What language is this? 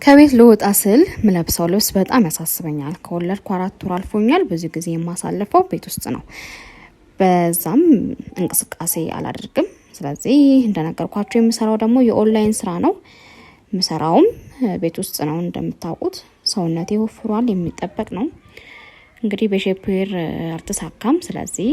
Amharic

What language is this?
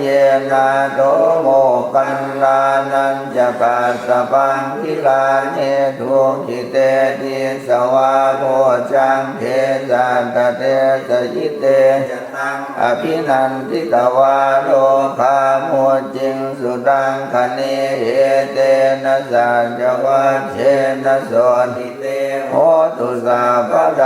Pali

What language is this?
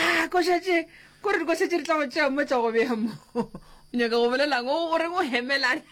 Northern Sotho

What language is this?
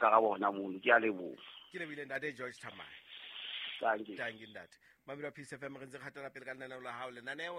Southern Sotho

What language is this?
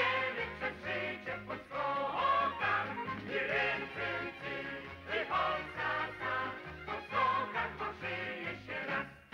Polish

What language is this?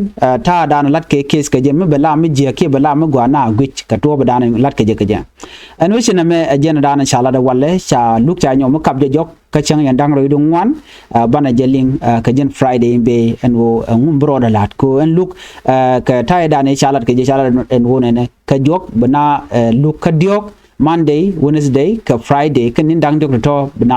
Nuer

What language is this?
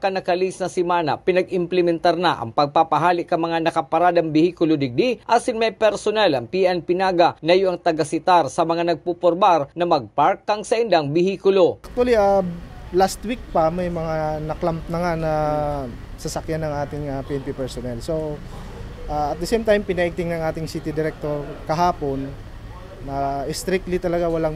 Bikol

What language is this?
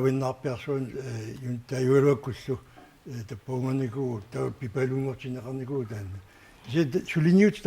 Kalaallisut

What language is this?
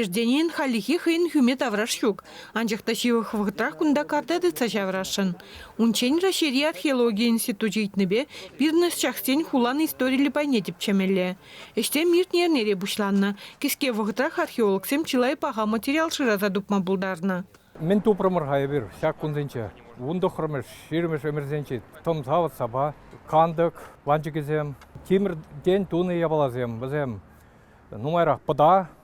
Chuvash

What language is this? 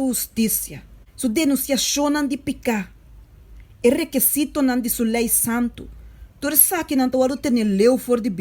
Papiamento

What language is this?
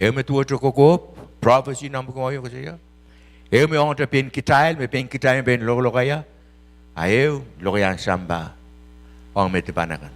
Pohnpeian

